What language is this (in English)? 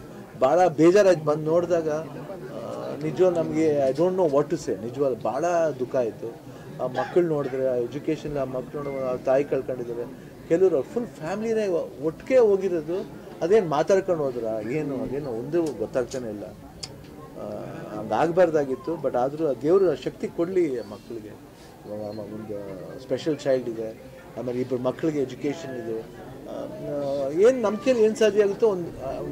Kannada